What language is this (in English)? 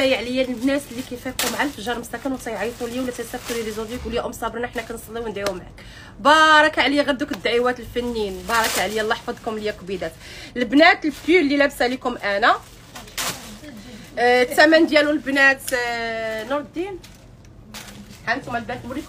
Moroccan Arabic